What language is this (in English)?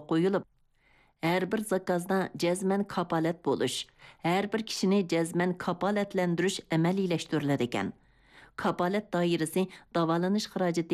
Uyghur